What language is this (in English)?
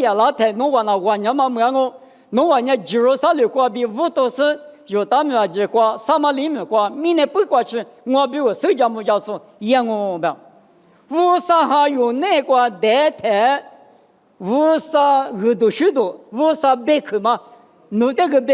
Lisu